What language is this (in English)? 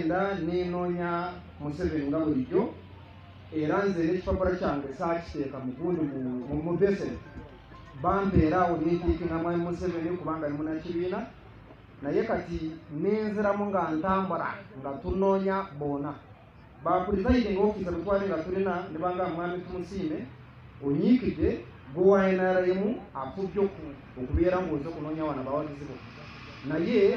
Ganda